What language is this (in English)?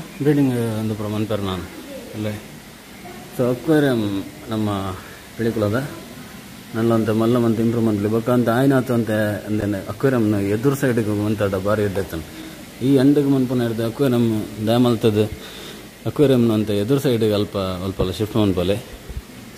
Tulu